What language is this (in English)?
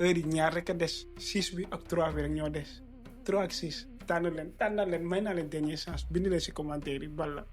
Wolof